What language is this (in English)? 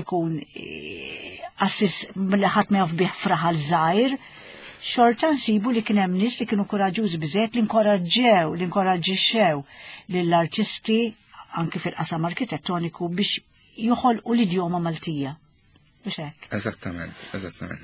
Maltese